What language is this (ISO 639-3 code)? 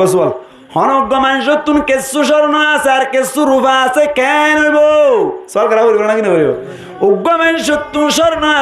rhg